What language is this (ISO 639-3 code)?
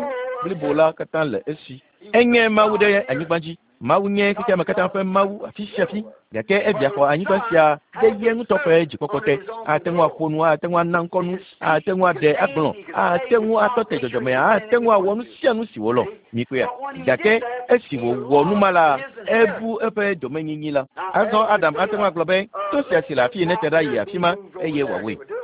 ewe